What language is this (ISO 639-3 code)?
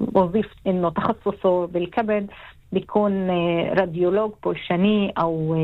apc